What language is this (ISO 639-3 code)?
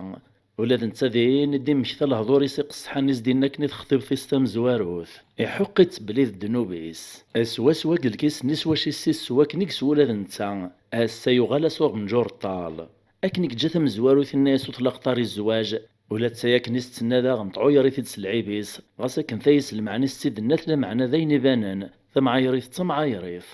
kab